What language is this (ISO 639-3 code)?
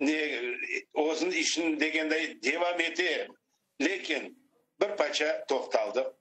crh